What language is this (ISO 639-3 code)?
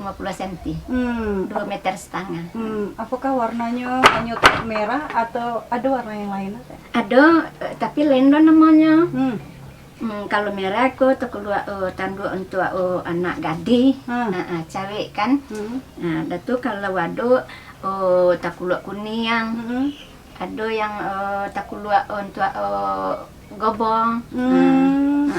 min